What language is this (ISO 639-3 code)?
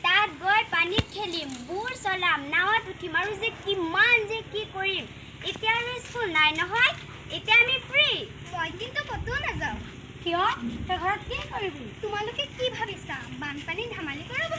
asm